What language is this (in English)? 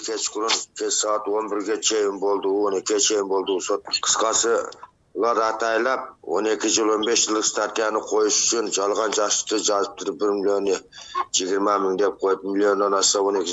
Kyrgyz